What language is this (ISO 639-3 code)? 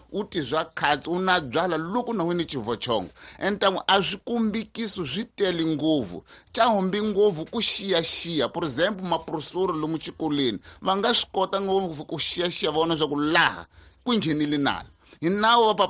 tso